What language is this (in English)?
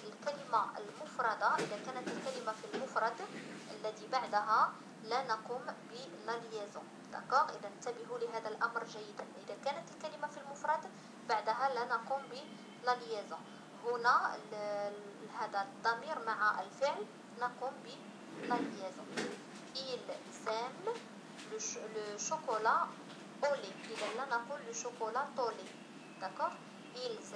Arabic